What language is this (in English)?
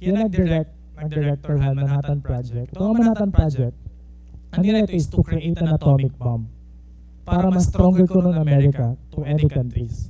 Waray